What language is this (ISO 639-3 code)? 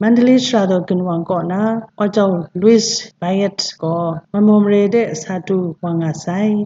kac